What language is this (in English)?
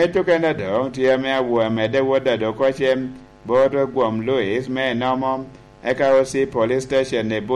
Lango (Uganda)